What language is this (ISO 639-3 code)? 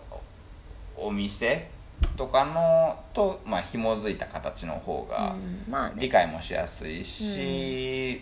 jpn